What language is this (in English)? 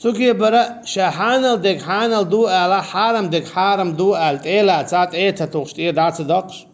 Chechen